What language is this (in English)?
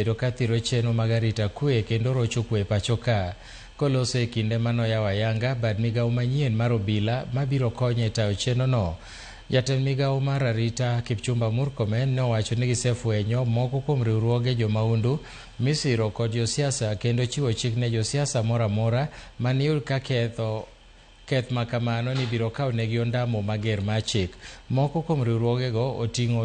Luo (Kenya and Tanzania)